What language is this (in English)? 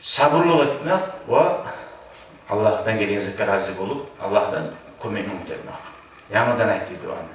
Kumyk